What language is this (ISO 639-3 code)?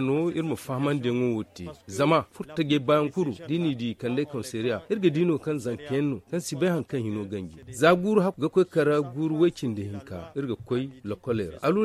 dje